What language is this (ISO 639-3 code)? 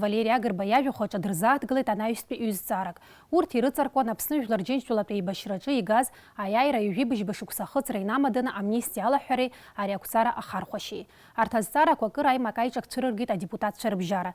abk